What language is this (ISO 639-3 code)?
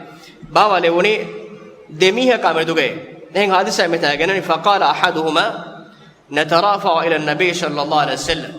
div